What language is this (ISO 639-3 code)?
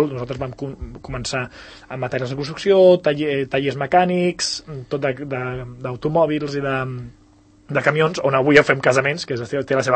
cat